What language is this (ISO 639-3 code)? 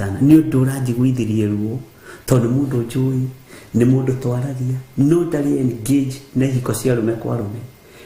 kik